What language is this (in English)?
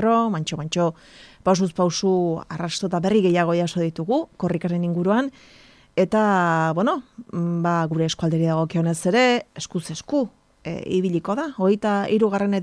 Basque